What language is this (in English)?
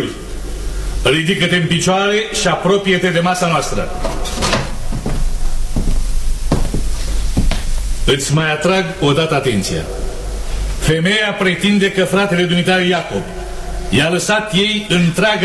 Romanian